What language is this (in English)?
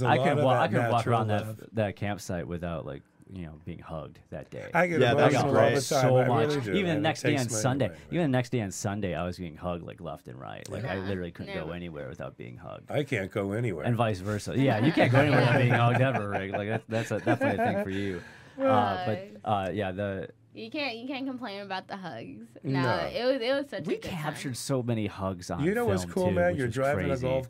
English